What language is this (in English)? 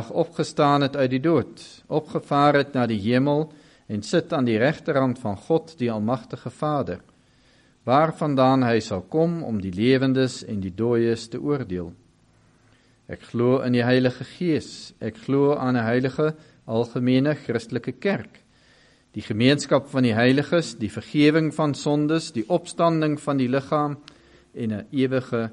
Afrikaans